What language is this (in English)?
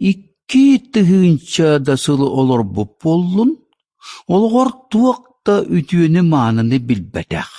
Yakut